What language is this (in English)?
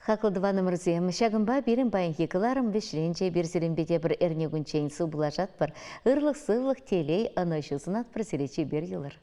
Chuvash